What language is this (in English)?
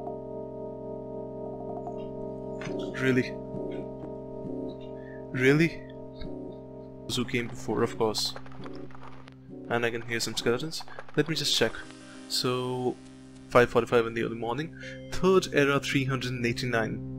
English